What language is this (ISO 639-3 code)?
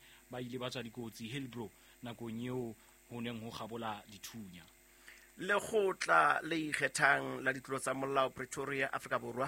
sot